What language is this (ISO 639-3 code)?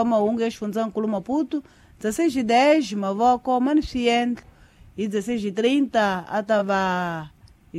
tso